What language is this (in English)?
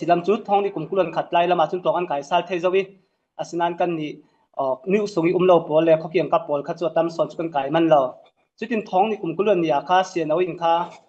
Falam Chin